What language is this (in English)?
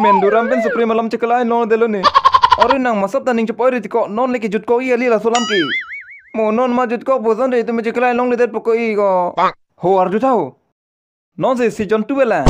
Karbi